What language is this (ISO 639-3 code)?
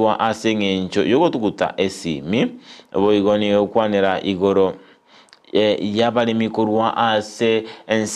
guz